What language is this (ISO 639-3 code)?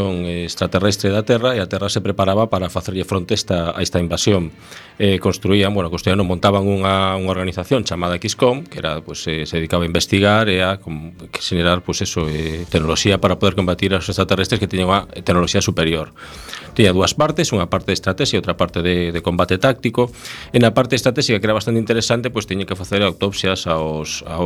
glg